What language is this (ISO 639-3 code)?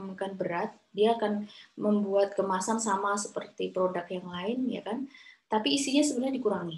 ind